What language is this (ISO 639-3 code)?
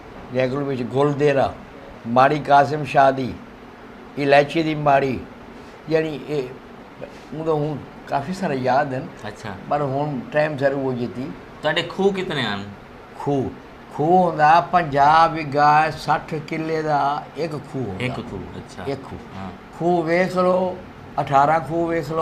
skr